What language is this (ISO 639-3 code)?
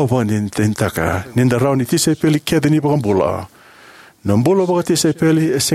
fij